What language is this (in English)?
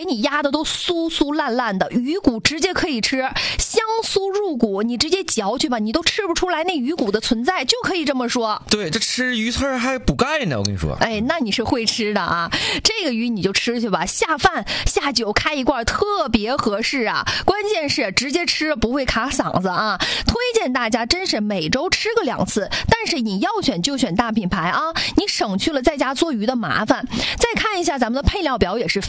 Chinese